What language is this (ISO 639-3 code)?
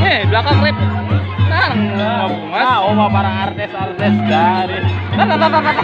bjn